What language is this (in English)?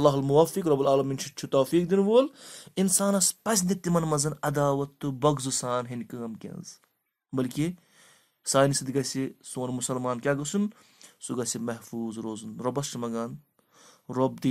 Kashmiri